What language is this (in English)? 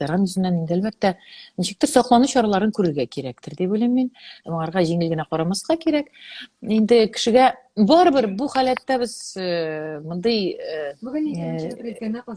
Tatar